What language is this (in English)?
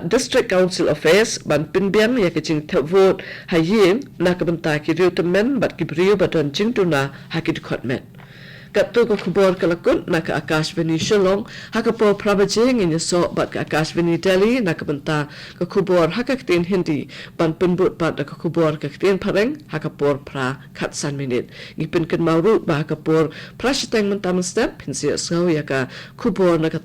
Khasi